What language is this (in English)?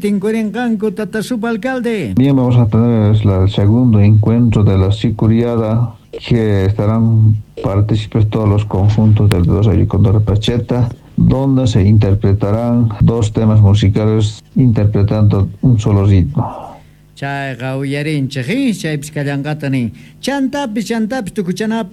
Quechua